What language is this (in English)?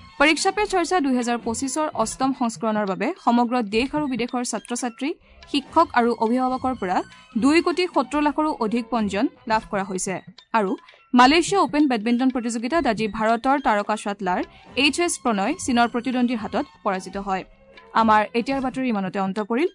Assamese